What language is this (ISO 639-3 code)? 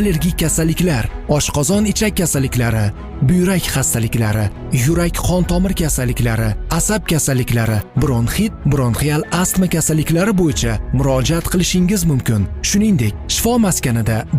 uzb